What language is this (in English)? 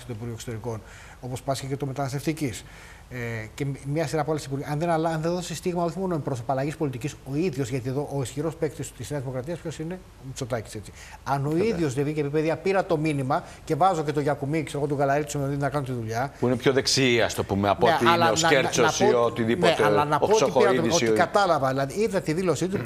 Greek